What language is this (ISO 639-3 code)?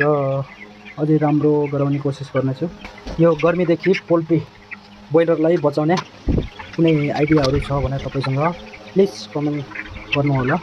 nep